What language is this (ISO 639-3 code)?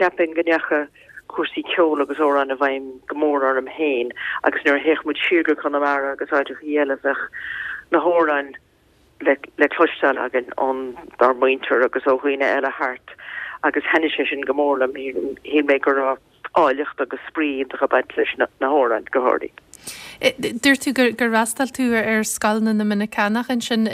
gle